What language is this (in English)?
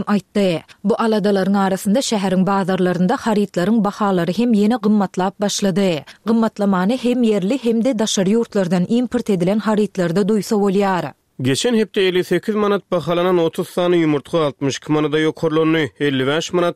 Turkmen